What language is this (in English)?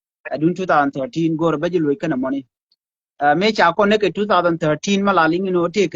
Nuer